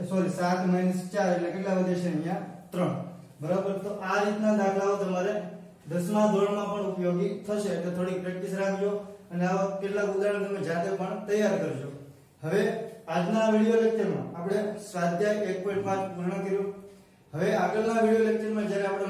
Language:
Gujarati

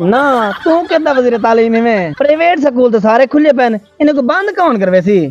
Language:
Saraiki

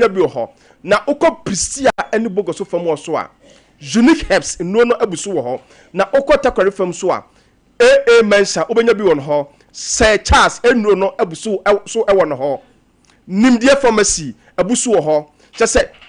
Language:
Akan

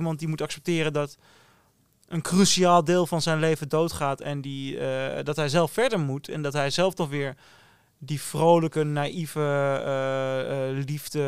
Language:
Dutch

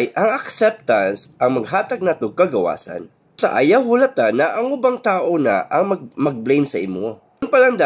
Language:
Cebuano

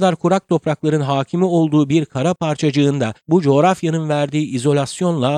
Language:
Turkish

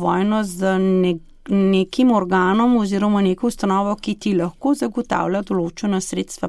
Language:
Slovenian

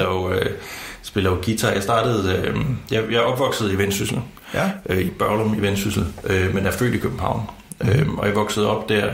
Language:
Danish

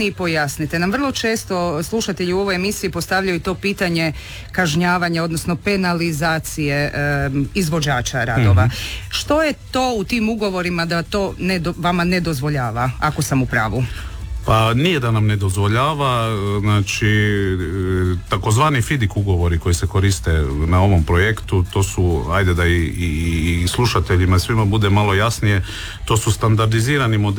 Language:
Croatian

